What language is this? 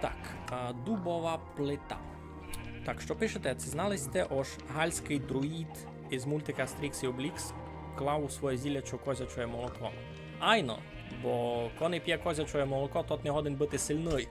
Rusyn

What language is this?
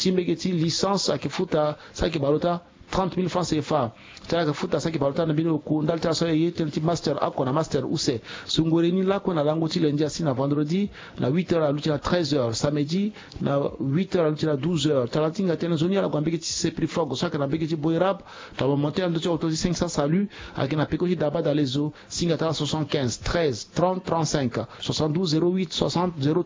Sango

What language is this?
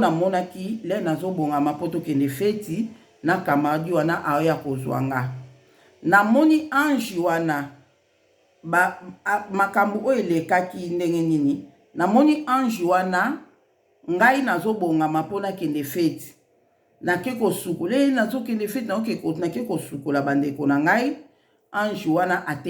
Lingala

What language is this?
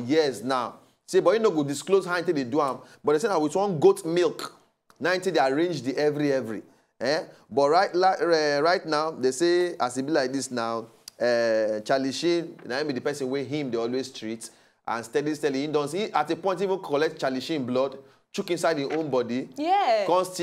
Nigerian Pidgin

